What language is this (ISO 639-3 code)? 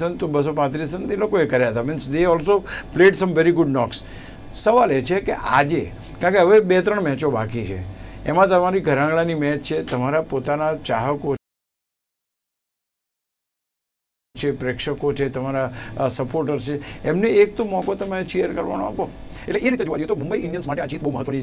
guj